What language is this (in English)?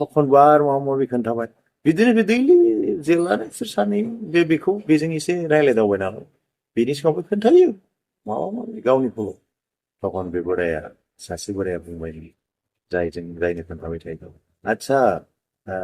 Bodo